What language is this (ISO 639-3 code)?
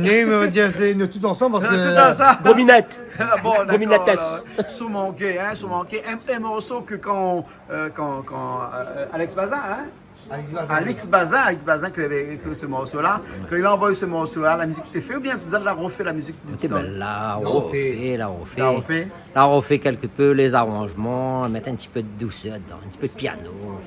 rcf